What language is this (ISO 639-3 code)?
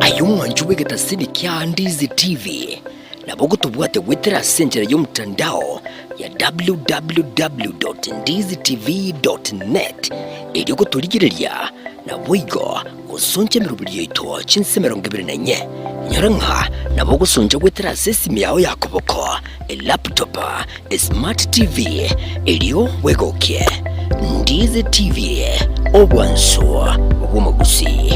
guz